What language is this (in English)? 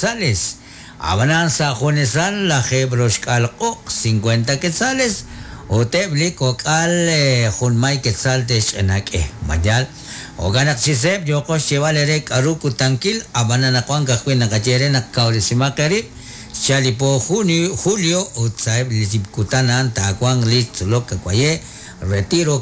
Kekchí